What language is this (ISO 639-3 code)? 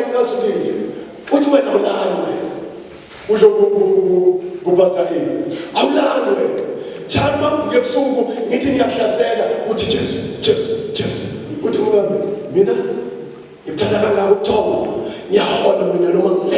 zul